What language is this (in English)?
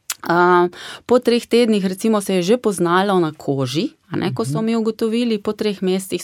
Slovenian